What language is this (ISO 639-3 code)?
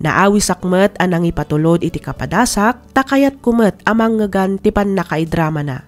ilo